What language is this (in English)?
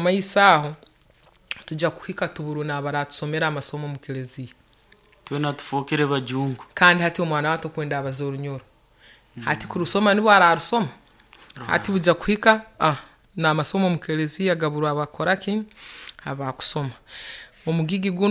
Nyoro